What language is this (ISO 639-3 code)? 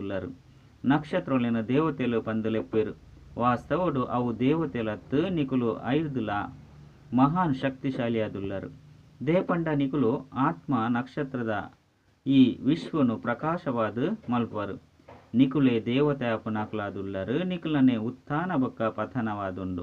tcy